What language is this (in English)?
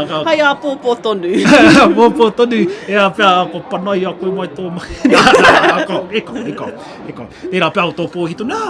Māori